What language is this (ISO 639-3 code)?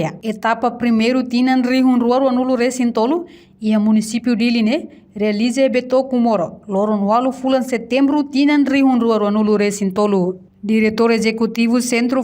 tet